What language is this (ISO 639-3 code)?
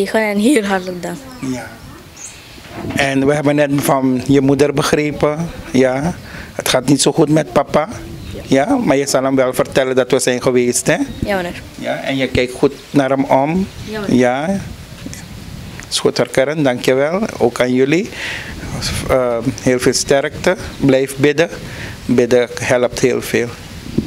nld